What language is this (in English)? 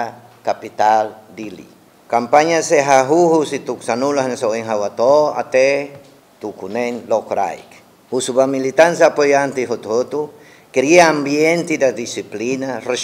Tetum